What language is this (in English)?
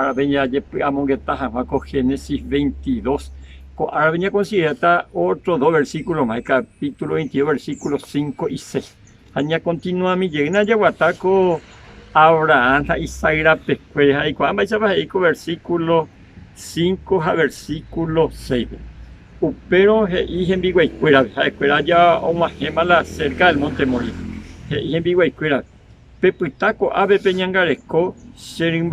Guarani